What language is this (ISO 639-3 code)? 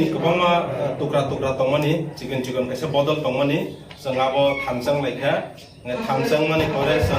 trp